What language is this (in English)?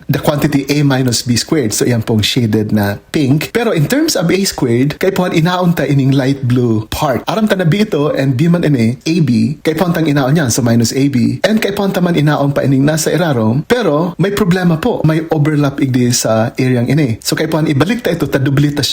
Bikol